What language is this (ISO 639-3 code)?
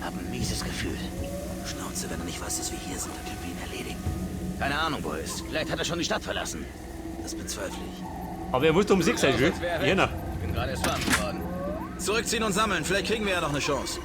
bar